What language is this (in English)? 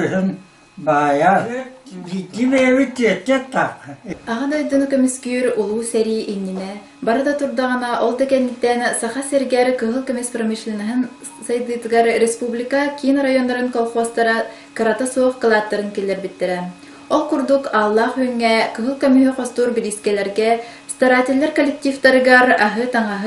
Yakut